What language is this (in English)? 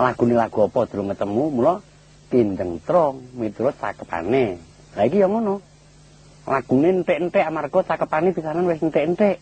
Javanese